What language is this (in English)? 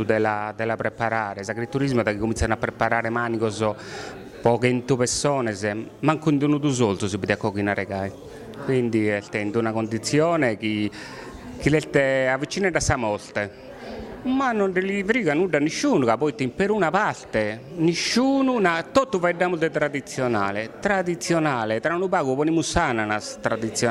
Sardinian